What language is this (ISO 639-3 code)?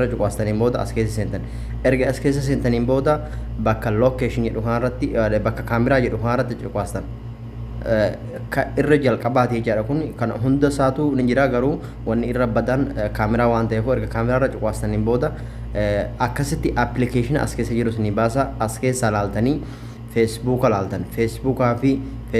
orm